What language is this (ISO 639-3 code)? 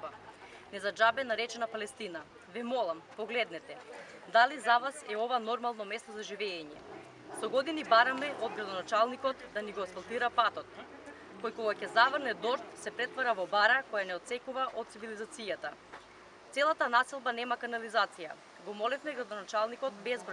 mkd